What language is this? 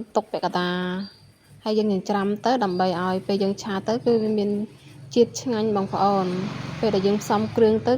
Khmer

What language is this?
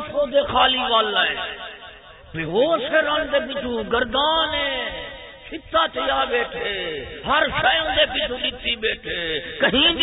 Saraiki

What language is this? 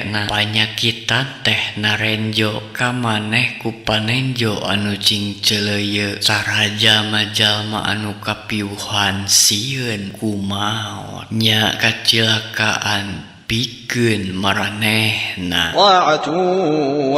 Sundanese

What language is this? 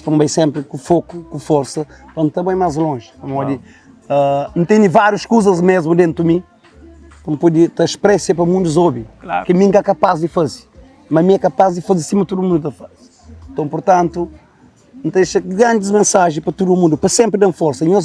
Kabuverdianu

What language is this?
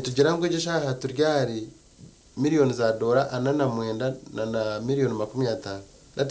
Nyankole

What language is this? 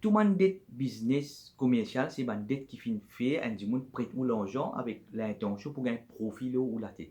Morisyen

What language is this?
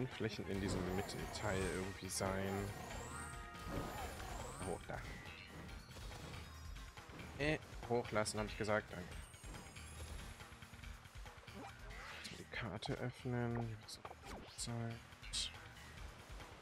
German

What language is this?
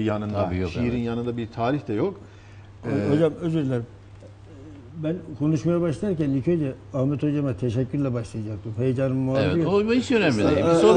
Turkish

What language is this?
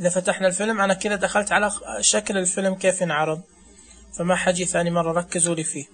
Najdi Arabic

